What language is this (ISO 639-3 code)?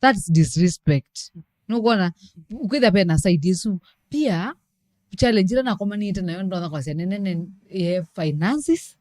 kam